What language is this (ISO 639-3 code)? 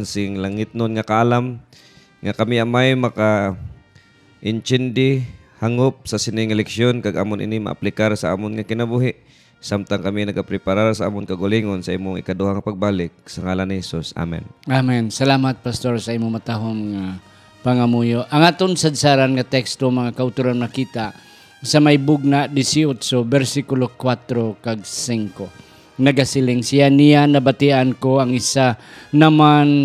hil